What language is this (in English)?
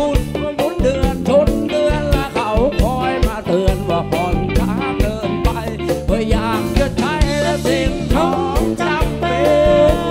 Thai